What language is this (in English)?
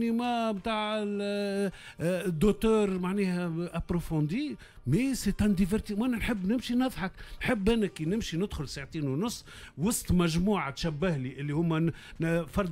Tunisian Arabic